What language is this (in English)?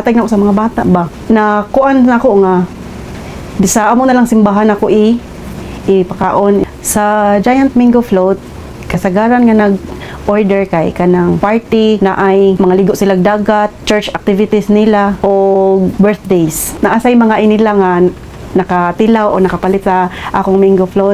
Cebuano